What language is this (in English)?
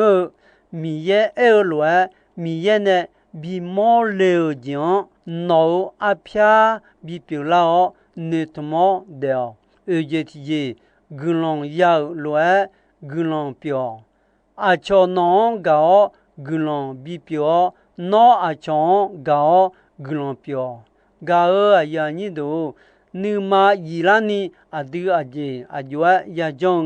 Akha